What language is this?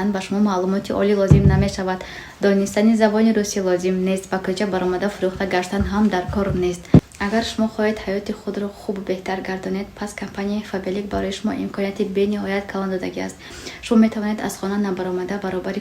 Tajik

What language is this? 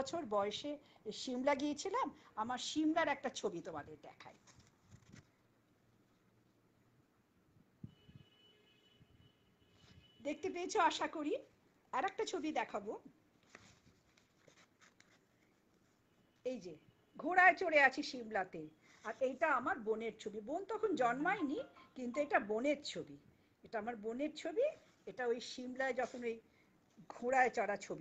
Bangla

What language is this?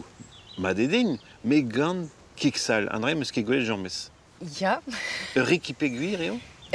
Breton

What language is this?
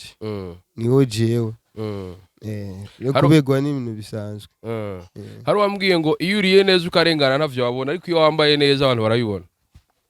Rundi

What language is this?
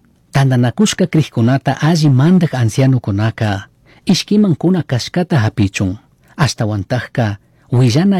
Chimborazo Highland Quichua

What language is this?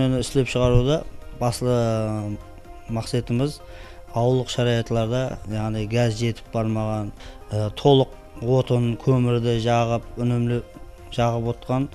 Kara-Kalpak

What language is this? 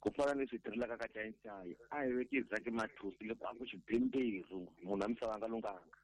Tsonga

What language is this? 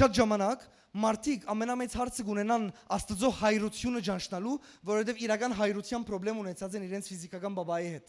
Western Armenian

